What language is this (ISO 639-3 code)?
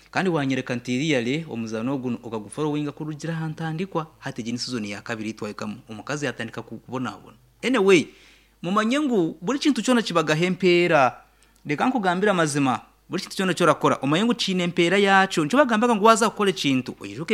nyn